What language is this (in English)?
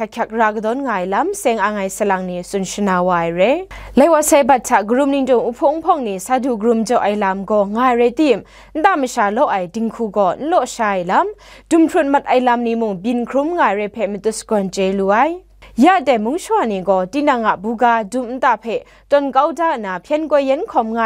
Kachin